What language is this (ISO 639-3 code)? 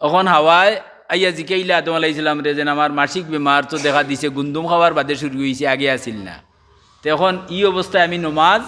syl